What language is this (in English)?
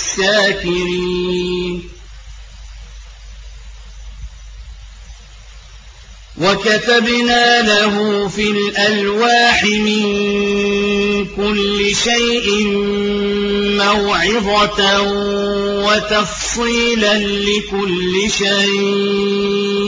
Arabic